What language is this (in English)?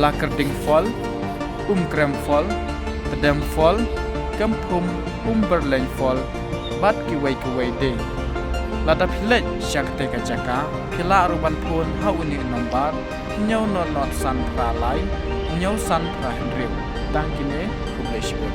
Khasi